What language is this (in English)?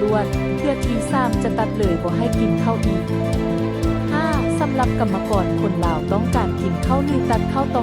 Lao